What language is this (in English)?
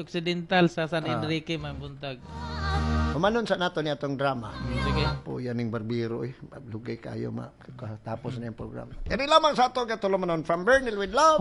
Cebuano